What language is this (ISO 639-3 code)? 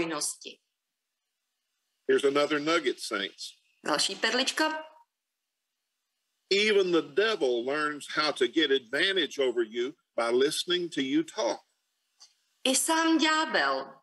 ces